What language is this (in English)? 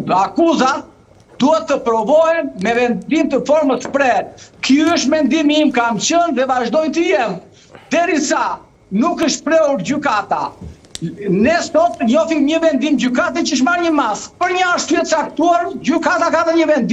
Albanian